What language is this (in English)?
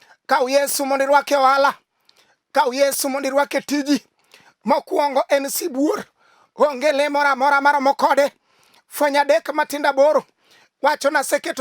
Luo (Kenya and Tanzania)